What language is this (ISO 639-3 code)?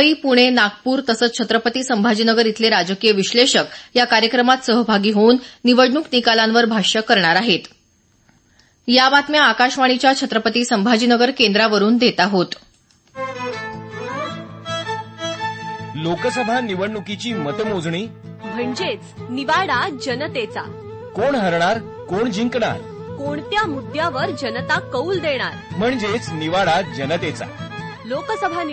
mar